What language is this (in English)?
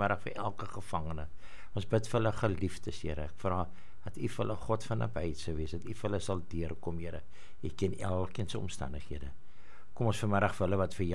Afrikaans